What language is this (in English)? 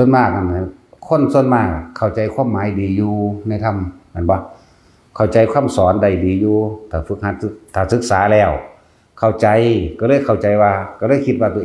Northeastern Thai